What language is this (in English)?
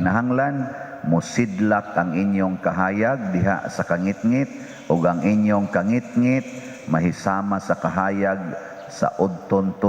Cebuano